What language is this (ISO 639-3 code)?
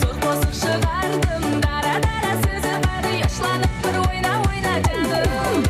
kaa